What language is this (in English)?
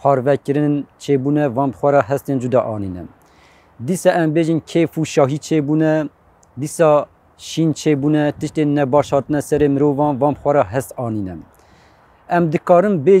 Kurdish